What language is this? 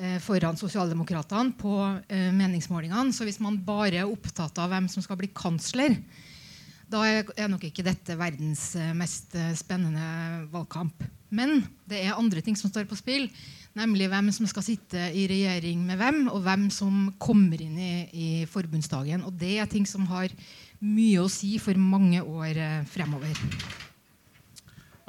Norwegian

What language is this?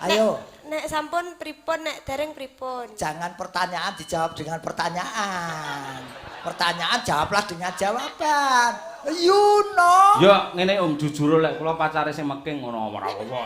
Javanese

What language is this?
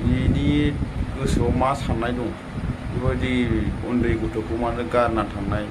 Bodo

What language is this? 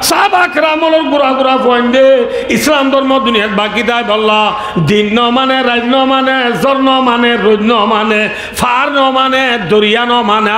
Rohingya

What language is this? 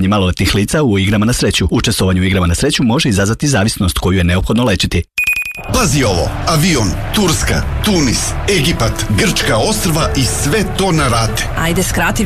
Serbian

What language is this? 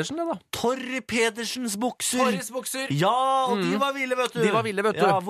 Norwegian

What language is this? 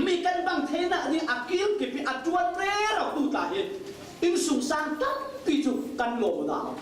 Falam Chin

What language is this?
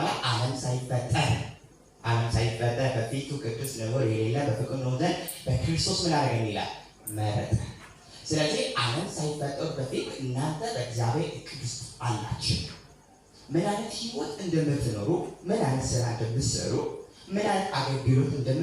Amharic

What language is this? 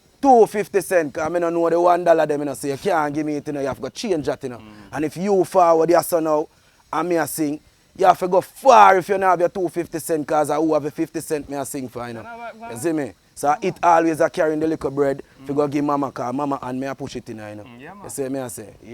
Jamaican Creole English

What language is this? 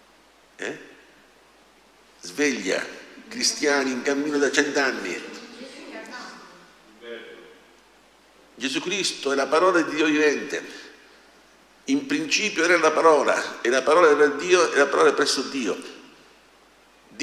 Italian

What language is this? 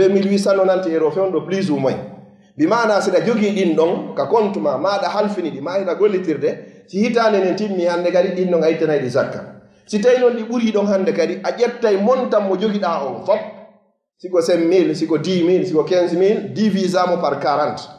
Fula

